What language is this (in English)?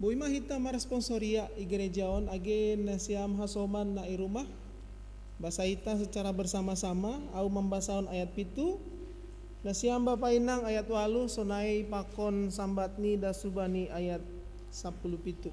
Batak Simalungun